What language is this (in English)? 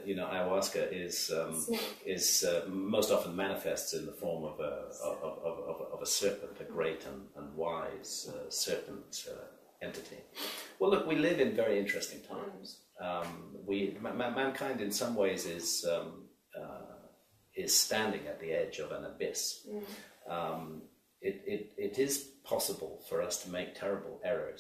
English